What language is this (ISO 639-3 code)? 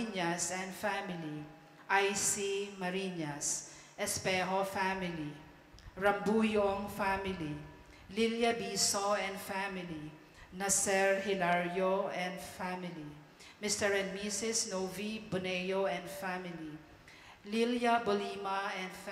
bik